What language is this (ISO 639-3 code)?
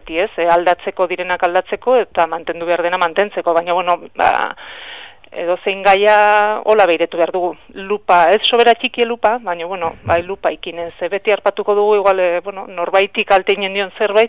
eus